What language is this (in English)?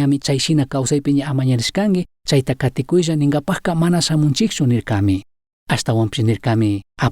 Chimborazo Highland Quichua